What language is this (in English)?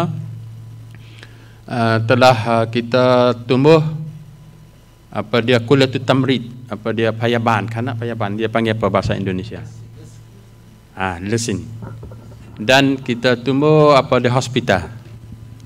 Malay